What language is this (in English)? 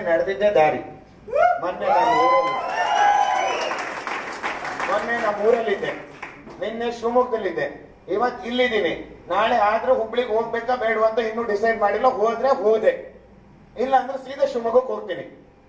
Kannada